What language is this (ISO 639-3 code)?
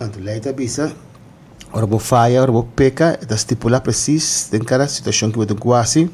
pap